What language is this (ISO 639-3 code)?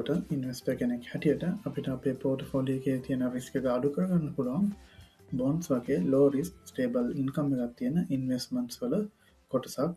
sin